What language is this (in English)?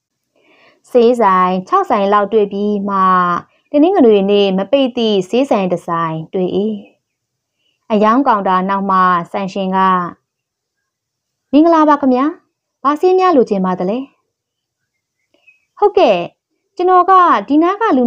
Burmese